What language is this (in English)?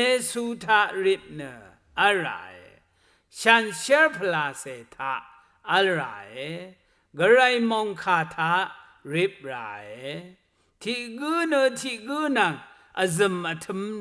Rawang